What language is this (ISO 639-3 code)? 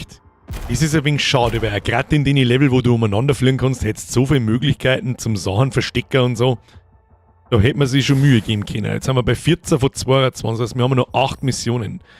bar